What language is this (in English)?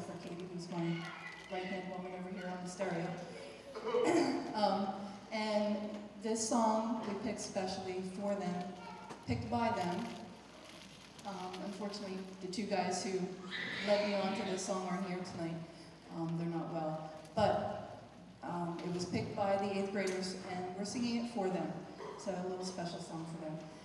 English